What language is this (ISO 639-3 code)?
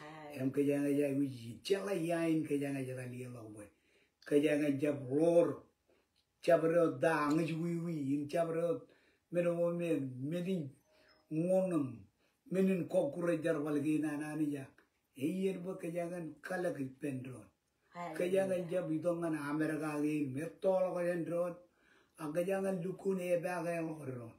mah